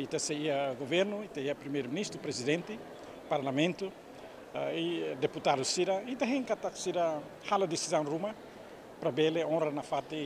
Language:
Tetum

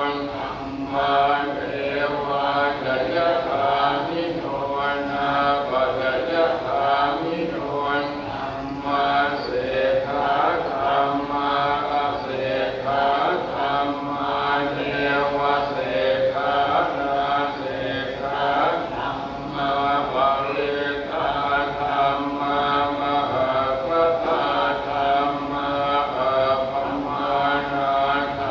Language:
Pali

